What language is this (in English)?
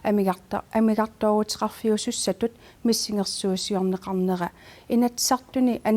Kalaallisut